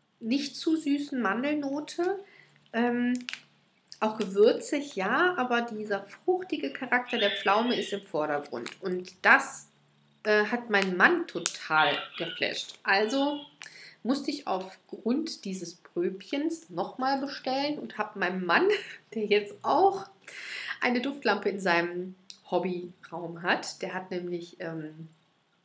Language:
German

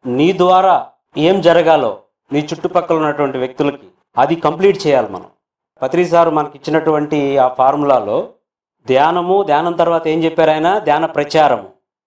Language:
Telugu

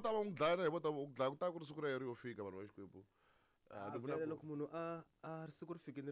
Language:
Tsonga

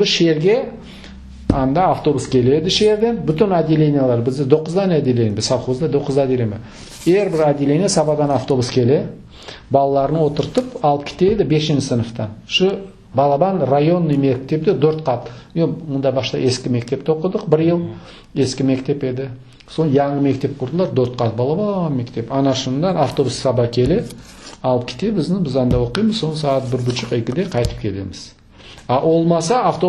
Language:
Crimean Tatar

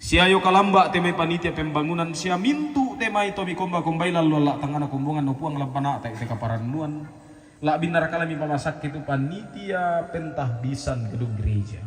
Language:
Toraja-Sa'dan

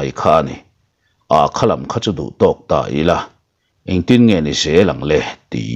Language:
Mizo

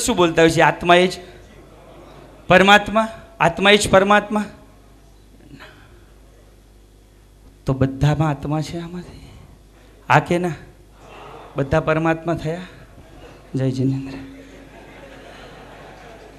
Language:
Gujarati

